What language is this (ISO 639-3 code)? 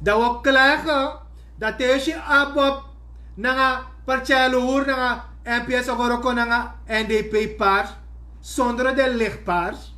srn